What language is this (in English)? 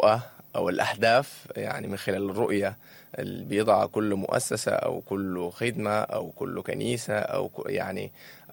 Sudanese Arabic